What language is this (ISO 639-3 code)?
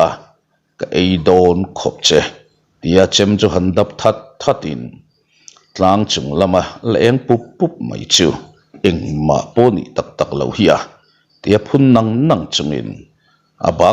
lus